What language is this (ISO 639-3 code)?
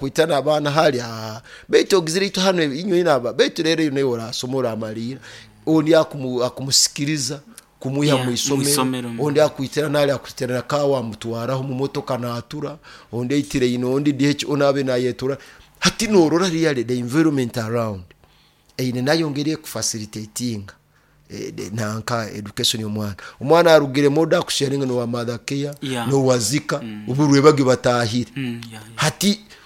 nyo